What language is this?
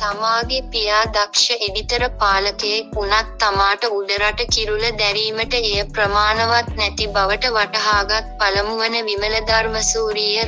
Sinhala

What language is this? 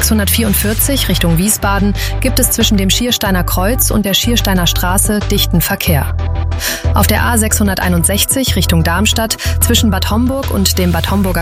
German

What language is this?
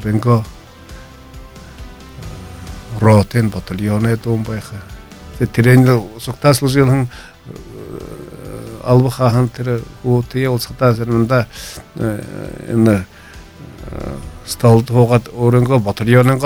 Buriat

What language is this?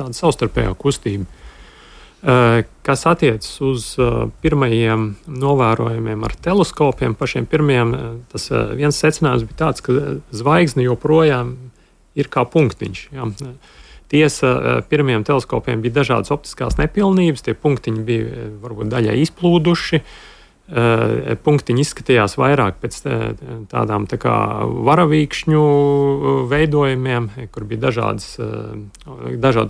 Latvian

